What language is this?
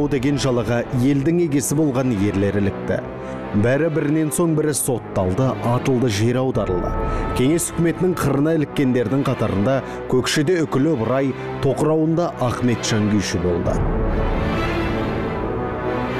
Kazakh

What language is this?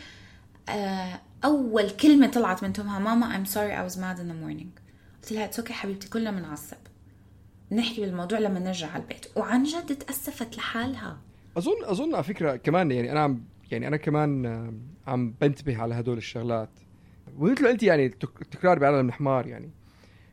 North Levantine Arabic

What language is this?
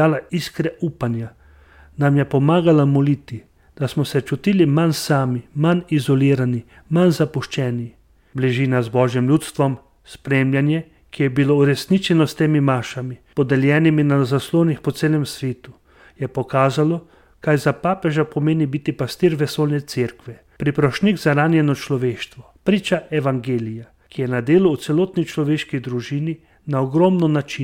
Slovenian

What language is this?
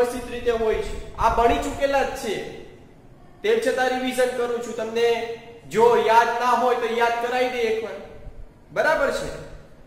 Gujarati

